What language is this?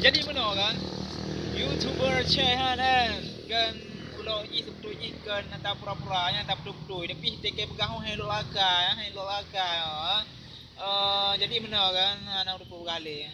Achinese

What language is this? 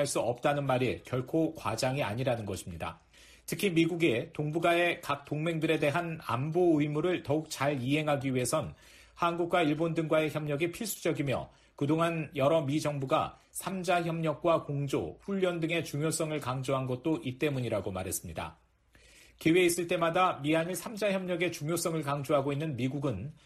Korean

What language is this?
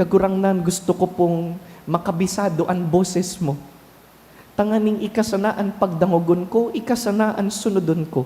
Bikol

